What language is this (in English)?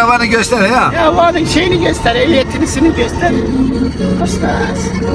Zaza